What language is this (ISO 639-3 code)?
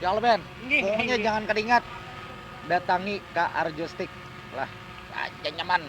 bjn